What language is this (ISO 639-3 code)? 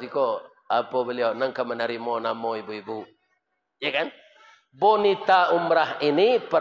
min